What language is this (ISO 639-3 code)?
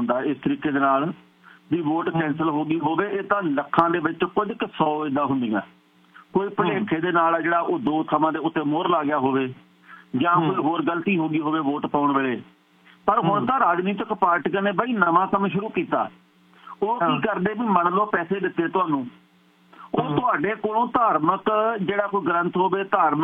pan